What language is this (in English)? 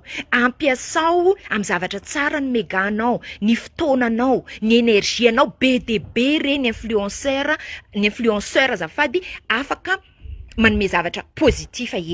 Malagasy